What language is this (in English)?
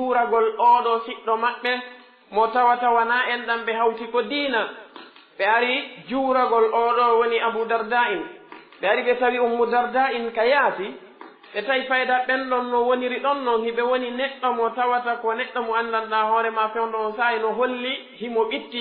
Pular